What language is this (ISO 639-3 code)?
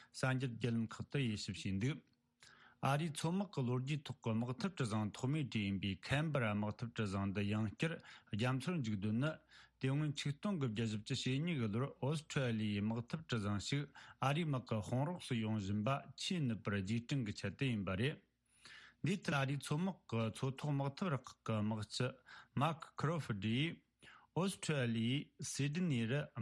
bod